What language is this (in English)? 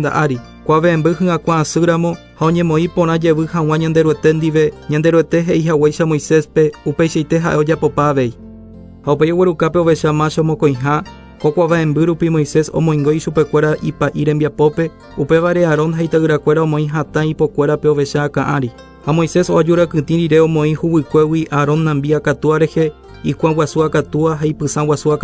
Guarani